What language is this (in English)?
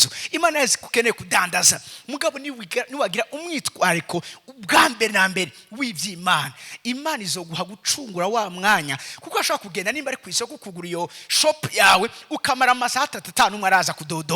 Rundi